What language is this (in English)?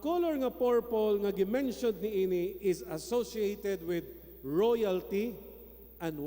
Cebuano